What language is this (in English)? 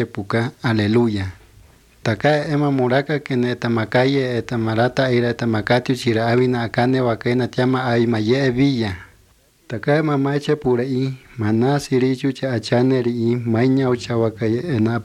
Basque